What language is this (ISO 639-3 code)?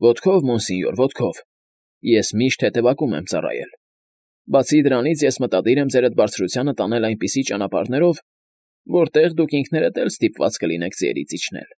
hye